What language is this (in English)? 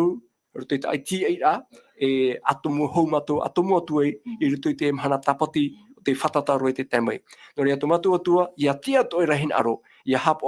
Tahitian